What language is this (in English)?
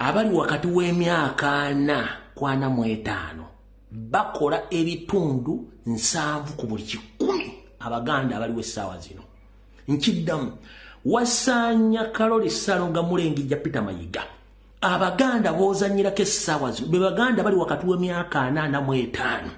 Ganda